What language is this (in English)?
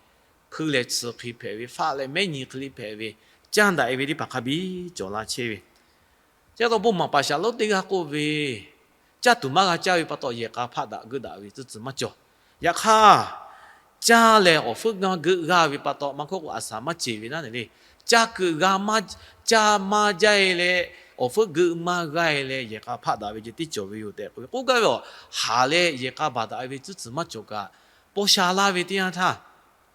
Lahu